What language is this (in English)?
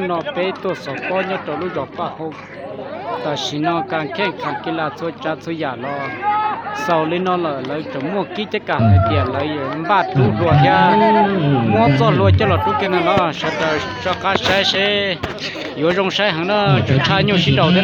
Hmong